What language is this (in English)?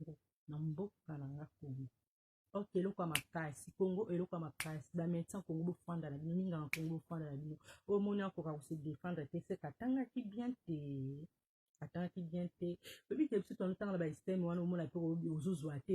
Lingala